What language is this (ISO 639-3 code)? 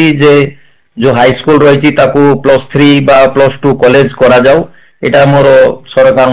ori